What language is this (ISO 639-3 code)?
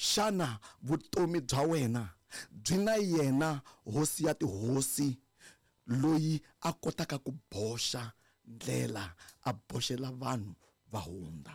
tso